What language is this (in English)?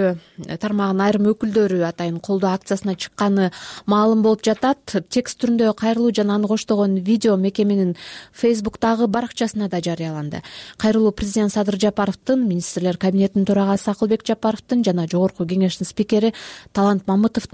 Kyrgyz